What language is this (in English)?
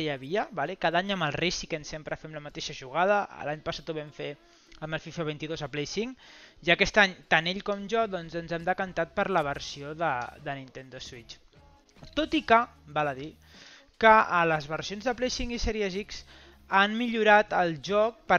Catalan